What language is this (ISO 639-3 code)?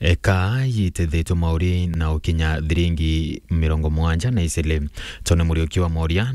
mer